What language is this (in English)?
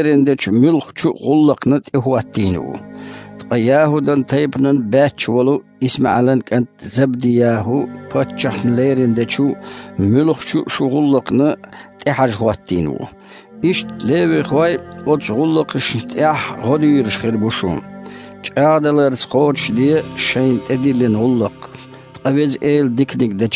Chechen